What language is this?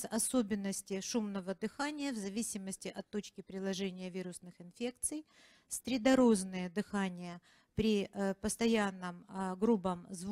Russian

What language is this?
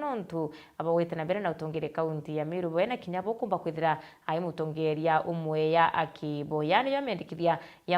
Meru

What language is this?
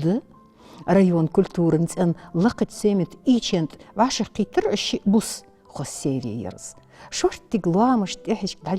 Ingush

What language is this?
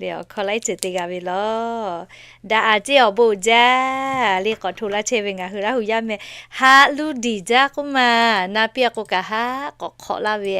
Lahu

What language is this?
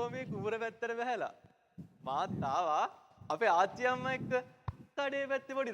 Sinhala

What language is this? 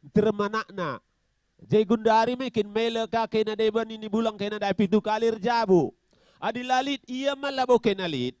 Batak Karo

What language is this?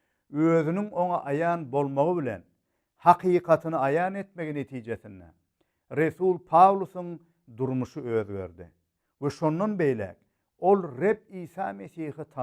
Turkmen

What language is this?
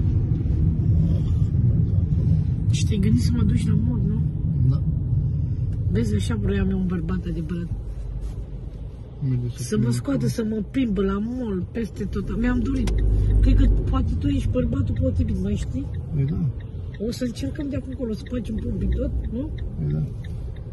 Romanian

